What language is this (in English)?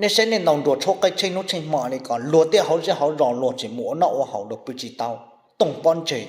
Hmong